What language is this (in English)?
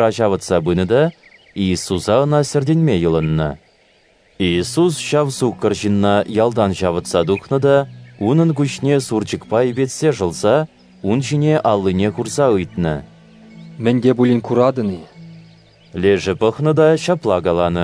Chuvash